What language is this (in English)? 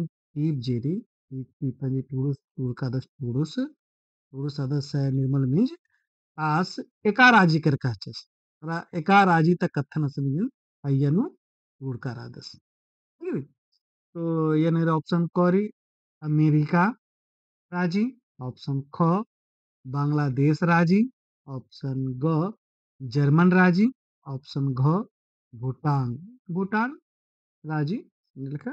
Kurukh